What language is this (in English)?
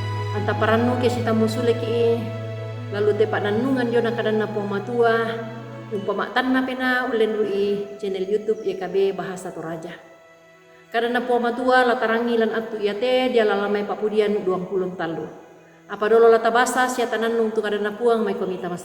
Toraja-Sa'dan